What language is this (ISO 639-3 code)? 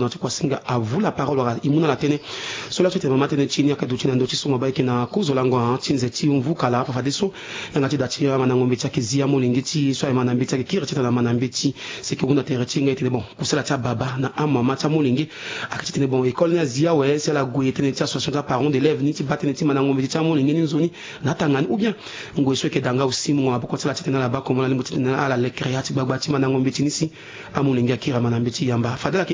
sag